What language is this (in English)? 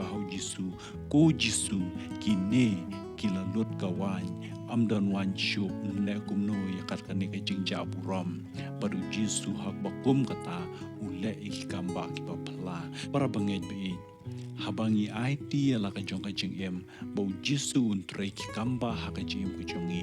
Khasi